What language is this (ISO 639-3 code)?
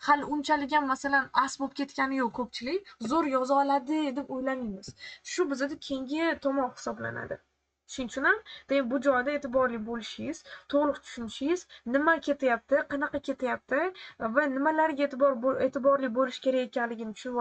uzb